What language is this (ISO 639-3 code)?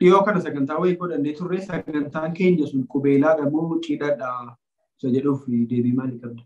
orm